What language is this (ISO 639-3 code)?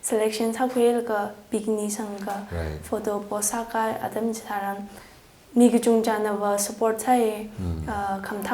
nmf